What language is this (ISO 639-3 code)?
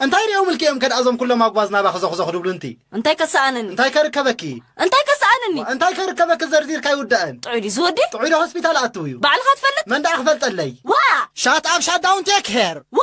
tir